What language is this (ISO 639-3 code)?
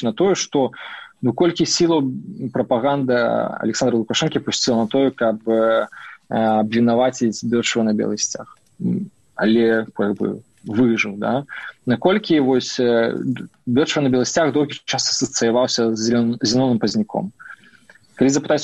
bel